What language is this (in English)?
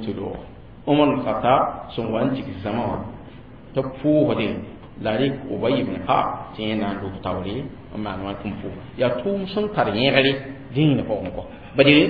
Mossi